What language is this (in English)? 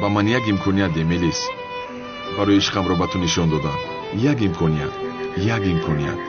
Tajik